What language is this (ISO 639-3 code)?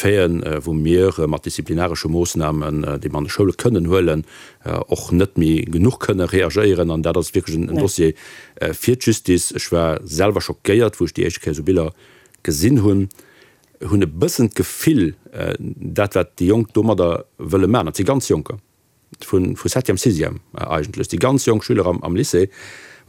ltz